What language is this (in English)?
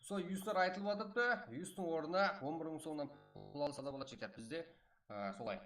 Kara-Kalpak